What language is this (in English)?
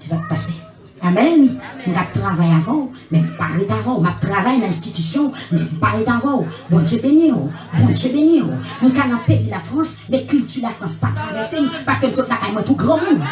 Haitian Creole